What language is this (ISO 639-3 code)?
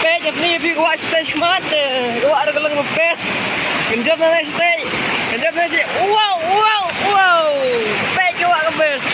kha